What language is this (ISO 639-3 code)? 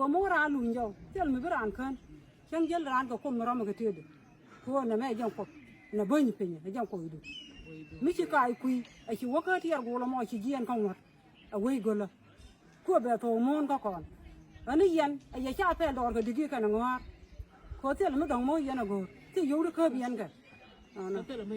nus